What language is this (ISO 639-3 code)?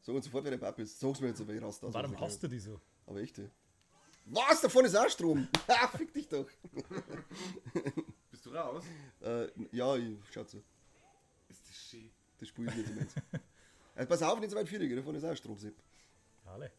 bar